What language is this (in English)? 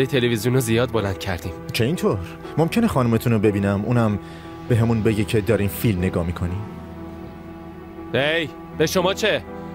Persian